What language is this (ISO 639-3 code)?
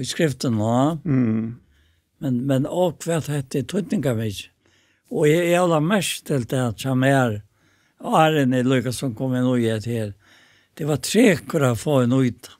fao